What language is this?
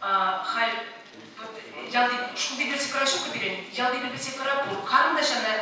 Chuvash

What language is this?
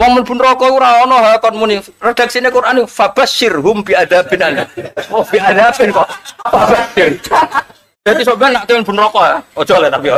Javanese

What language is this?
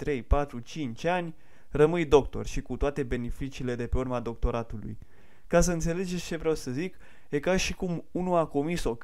Romanian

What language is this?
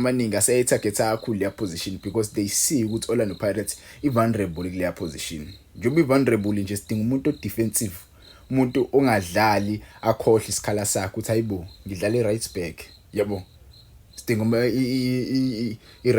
Zulu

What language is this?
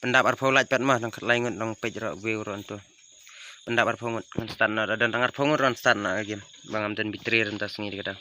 Khasi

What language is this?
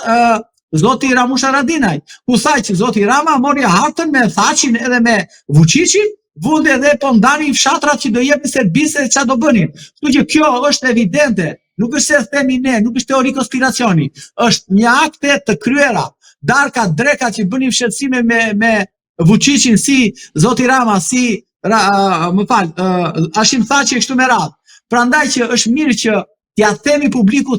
Albanian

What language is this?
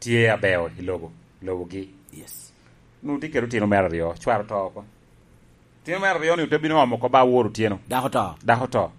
Lango (Uganda)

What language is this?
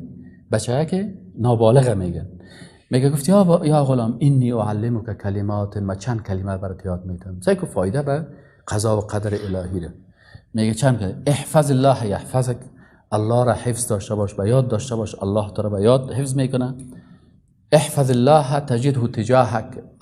Persian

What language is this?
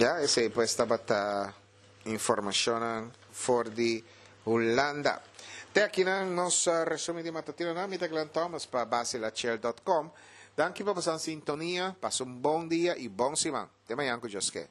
Papiamento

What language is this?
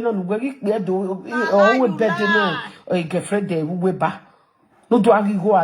Nigerian Pidgin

